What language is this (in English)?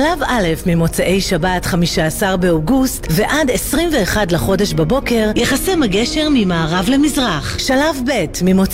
Hebrew